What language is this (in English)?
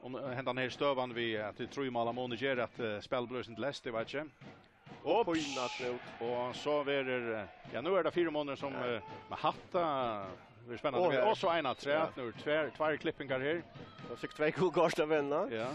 Faroese